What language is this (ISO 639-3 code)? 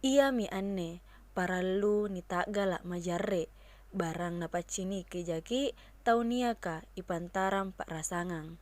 mak